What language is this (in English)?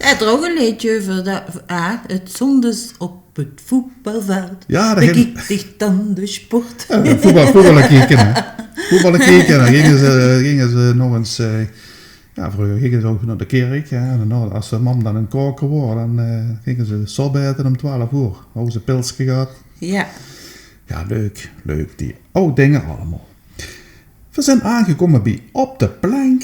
Limburgish